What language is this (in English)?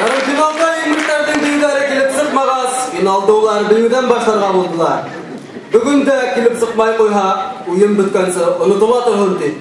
Bashkir